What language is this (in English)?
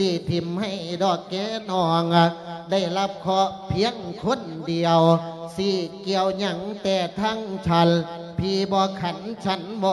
Lao